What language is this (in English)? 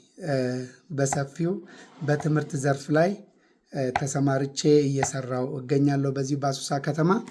Amharic